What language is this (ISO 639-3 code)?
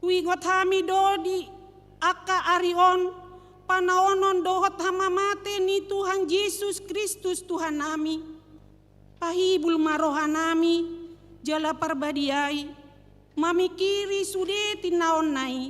bbc